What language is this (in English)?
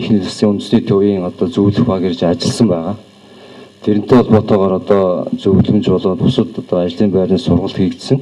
Mongolian